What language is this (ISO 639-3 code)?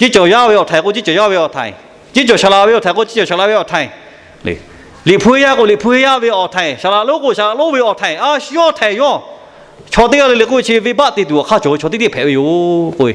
lhu